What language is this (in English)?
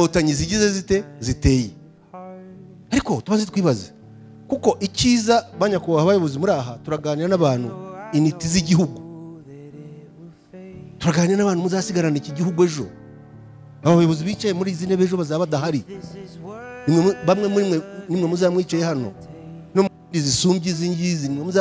Kinyarwanda